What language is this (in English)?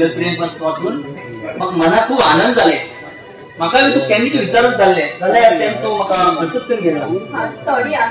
Konkani